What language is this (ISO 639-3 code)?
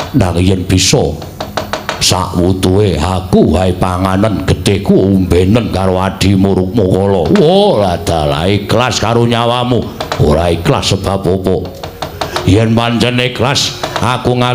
jav